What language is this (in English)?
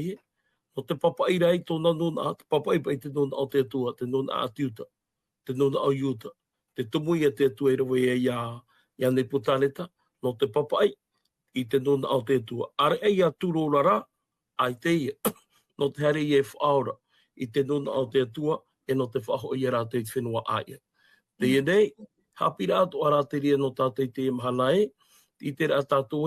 Tahitian